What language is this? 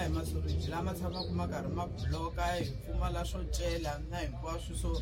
Tsonga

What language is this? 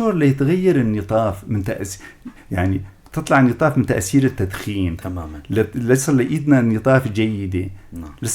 North Levantine Arabic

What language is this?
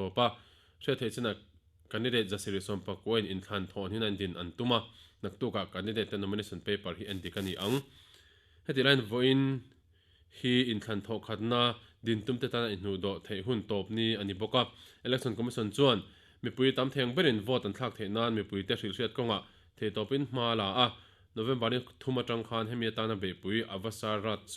Mizo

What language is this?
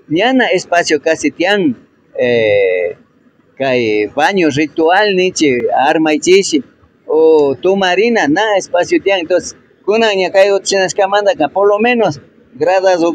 Imbabura Highland Quichua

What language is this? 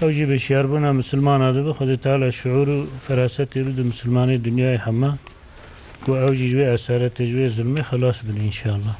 Kurdish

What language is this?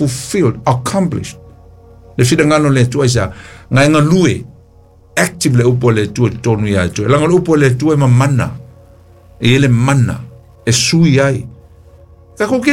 Samoan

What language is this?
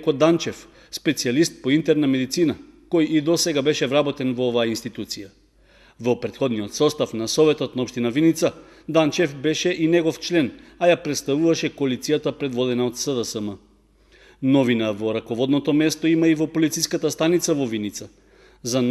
Macedonian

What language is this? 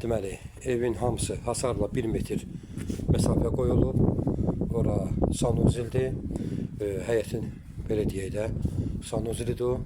Azerbaijani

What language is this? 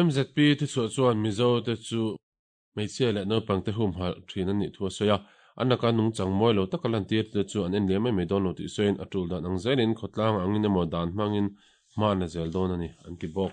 Mizo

